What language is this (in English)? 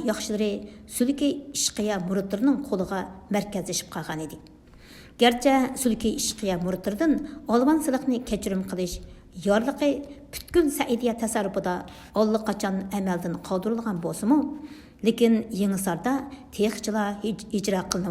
Uyghur